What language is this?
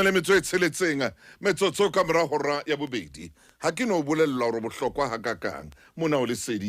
Southern Sotho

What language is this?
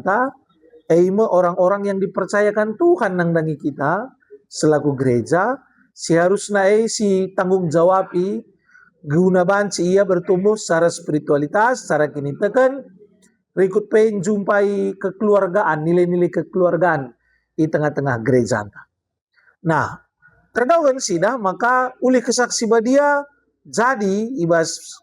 Batak Karo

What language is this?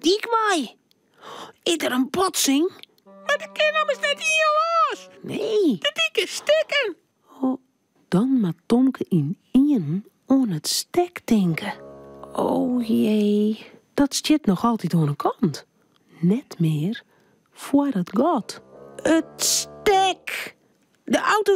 Western Frisian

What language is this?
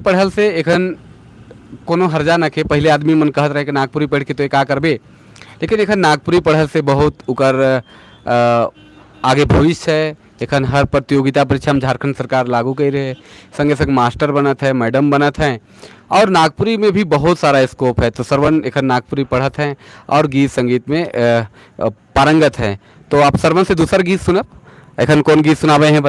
Sadri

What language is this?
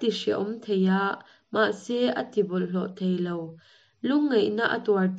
Mizo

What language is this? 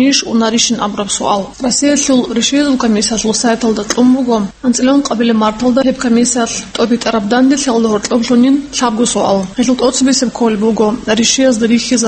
Avaric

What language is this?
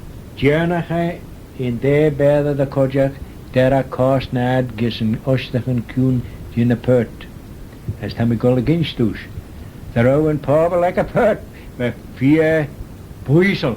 Manx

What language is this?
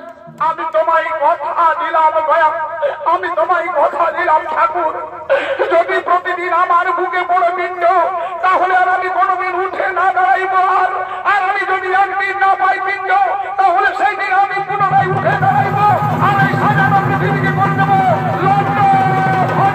Bangla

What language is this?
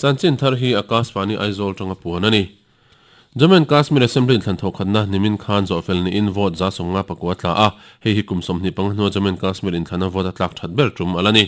Mizo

